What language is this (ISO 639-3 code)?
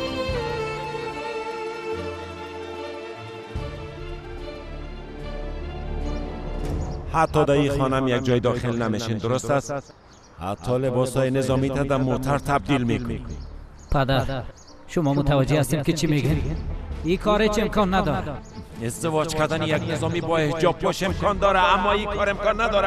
fas